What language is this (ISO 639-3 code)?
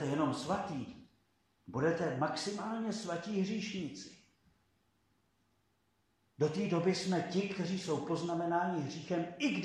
ces